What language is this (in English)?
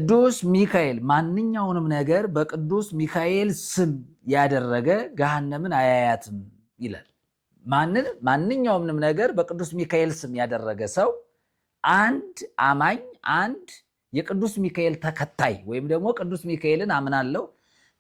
Amharic